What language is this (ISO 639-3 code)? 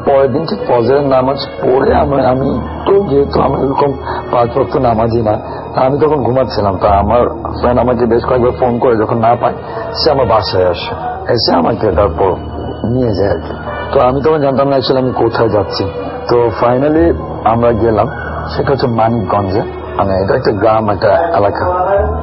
ben